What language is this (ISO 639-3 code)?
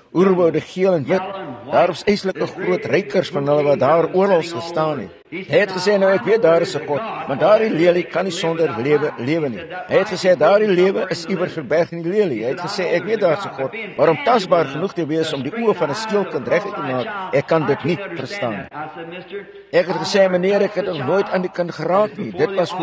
afr